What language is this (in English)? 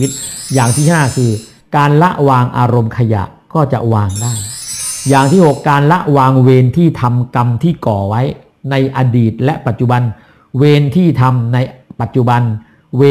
Thai